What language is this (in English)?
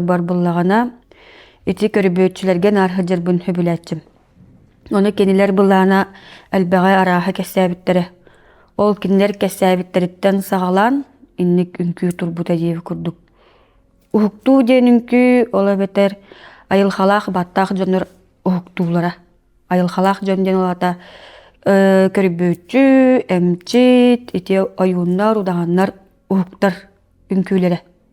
Yakut